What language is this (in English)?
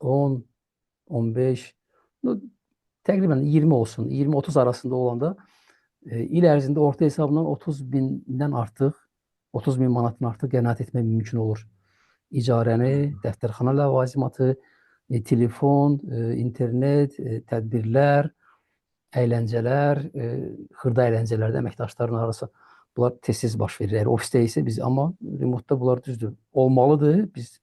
Azerbaijani